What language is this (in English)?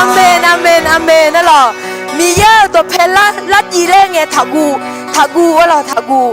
Akha